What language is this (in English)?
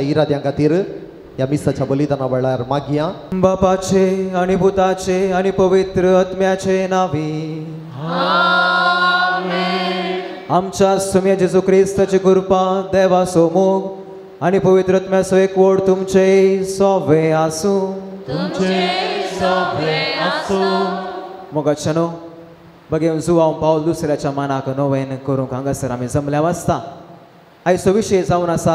Konkani